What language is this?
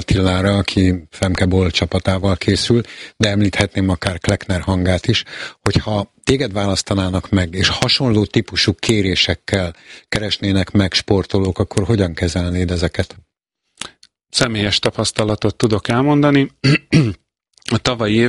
Hungarian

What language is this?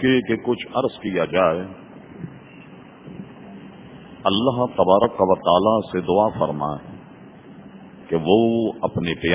Urdu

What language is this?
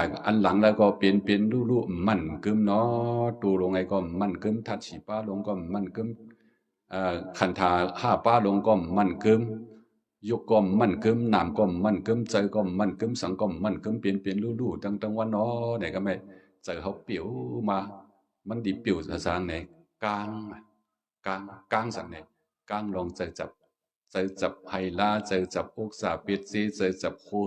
Shan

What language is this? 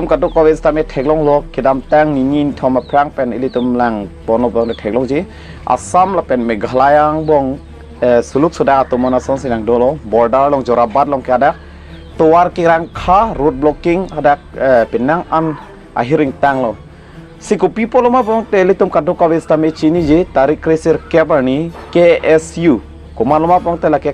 Karbi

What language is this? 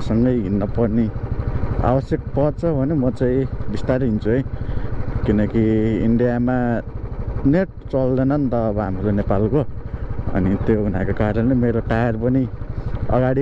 Nepali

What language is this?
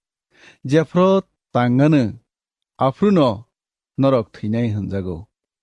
Kok Borok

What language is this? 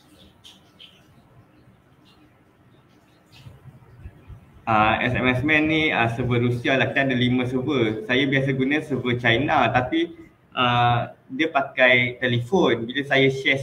Malay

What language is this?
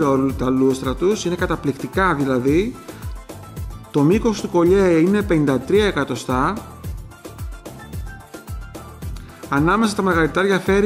Greek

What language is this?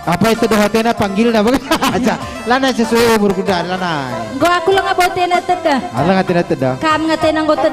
Batak Karo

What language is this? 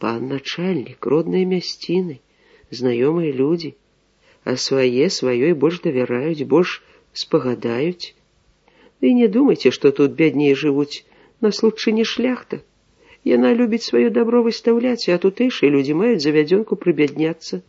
Belarusian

